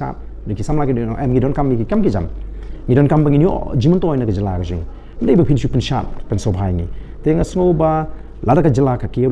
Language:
Khasi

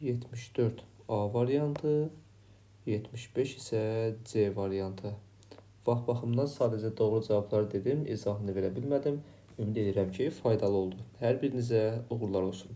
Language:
Azerbaijani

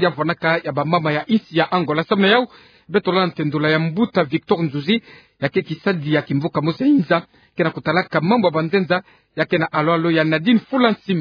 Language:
Kituba (Democratic Republic of Congo)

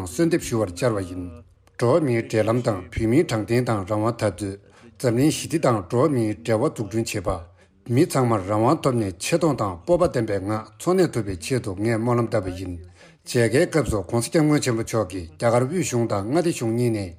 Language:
Tibetan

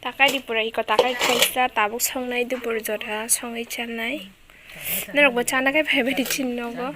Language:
Kok Borok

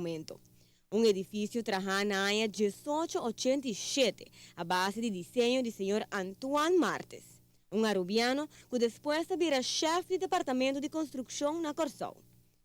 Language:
Papiamento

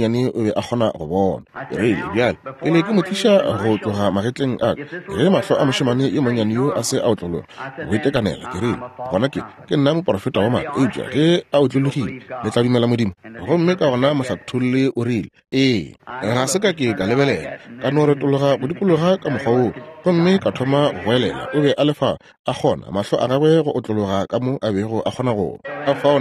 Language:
Northern Sotho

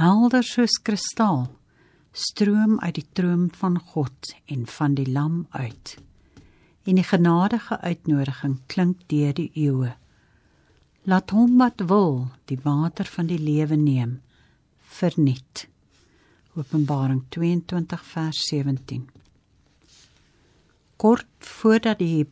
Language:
Afrikaans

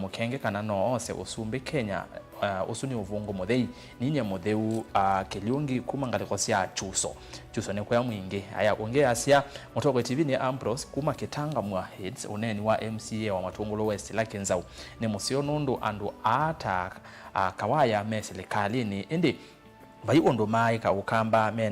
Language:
Kamba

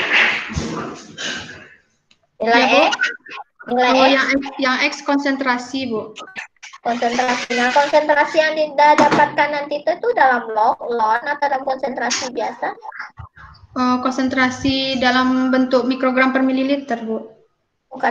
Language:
Indonesian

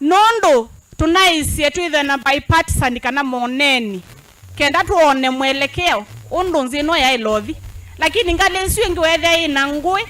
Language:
Kamba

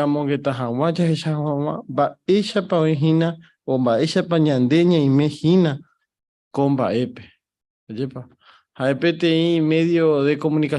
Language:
Guarani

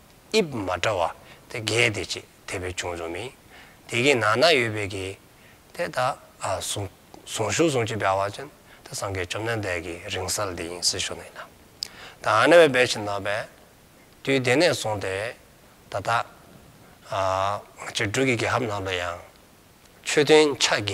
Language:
Dzongkha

